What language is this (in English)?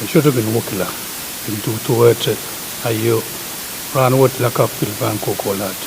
Pohnpeian